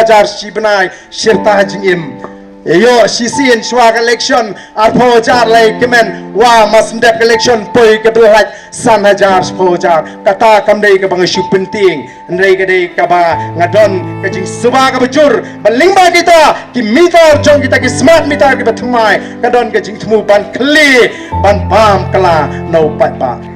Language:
Khasi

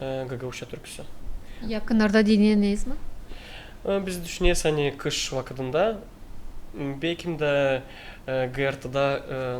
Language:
Gagauz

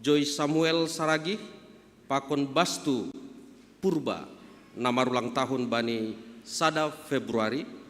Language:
Batak Simalungun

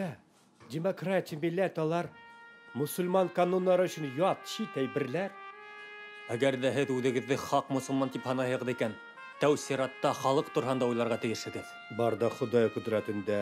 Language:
Bashkir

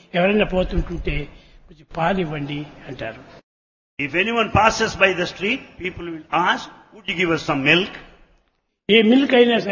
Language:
Telugu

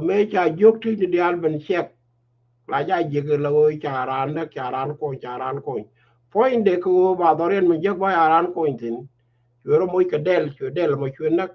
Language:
Nuer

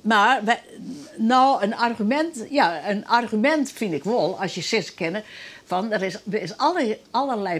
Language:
Western Frisian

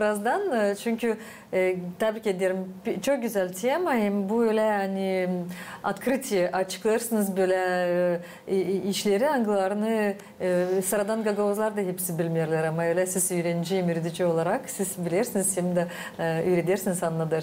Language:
Gagauz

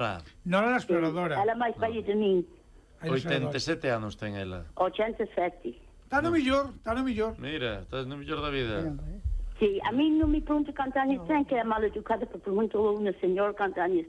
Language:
Galician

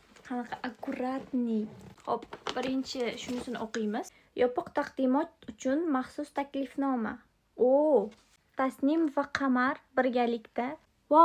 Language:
Uzbek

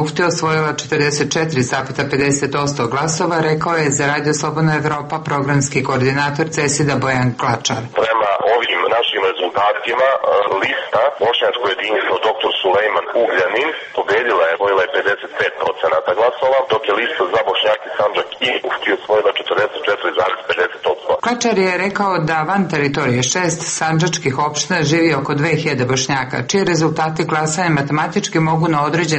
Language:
Serbian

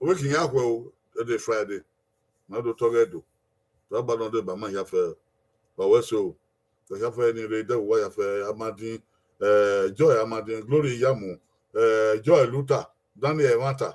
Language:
Bini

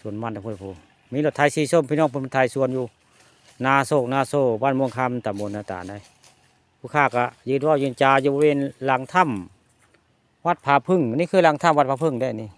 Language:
Northeastern Thai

